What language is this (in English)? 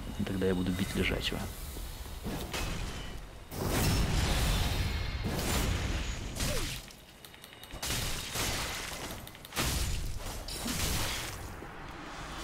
Russian